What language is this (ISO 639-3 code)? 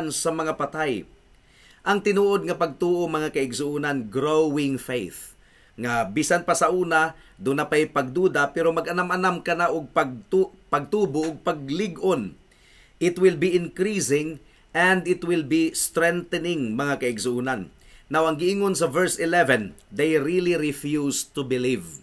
ceb